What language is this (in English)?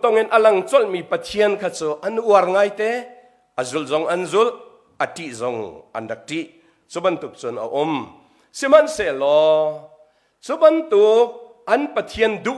Hakha Chin